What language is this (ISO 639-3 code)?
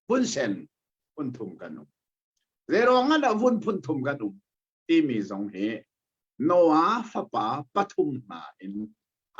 cnh